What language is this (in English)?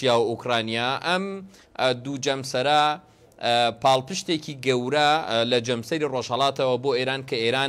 Central Kurdish